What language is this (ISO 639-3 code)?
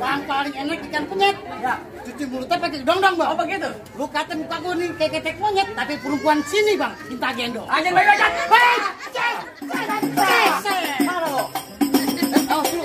bew